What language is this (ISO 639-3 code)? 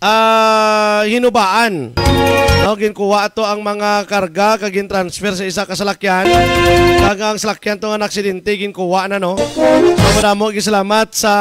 hil